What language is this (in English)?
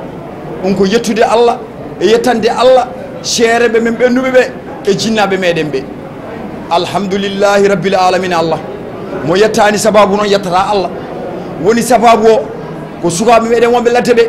Fula